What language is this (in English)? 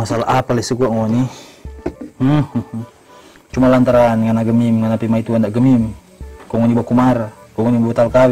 Manado Malay